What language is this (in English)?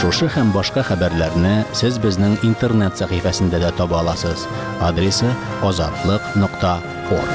Tatar